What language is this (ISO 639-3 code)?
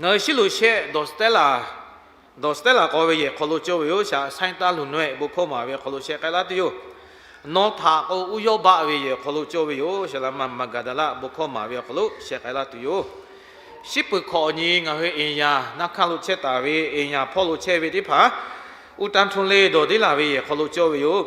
lhu